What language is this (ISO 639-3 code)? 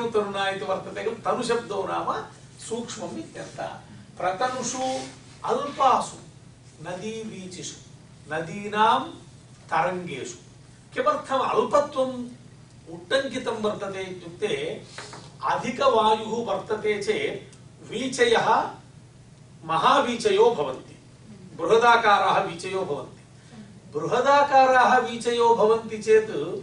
san